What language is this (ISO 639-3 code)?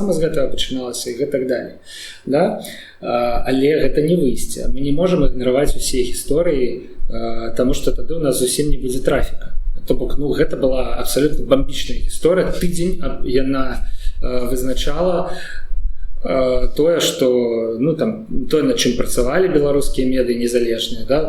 bel